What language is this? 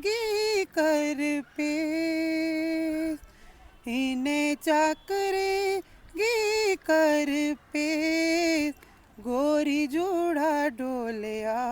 Dogri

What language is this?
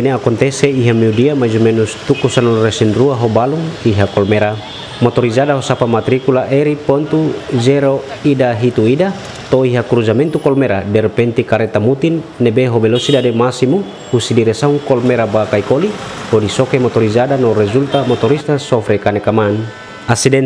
Tetum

